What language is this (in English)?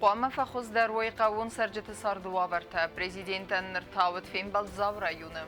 Ossetic